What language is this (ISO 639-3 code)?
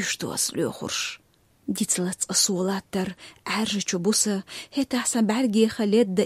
lav